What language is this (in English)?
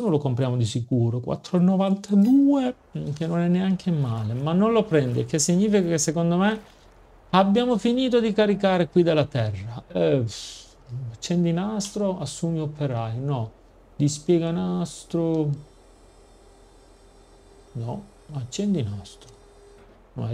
Italian